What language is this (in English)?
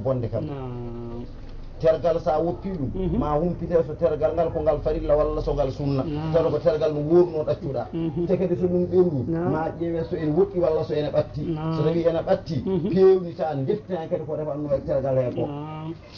Fula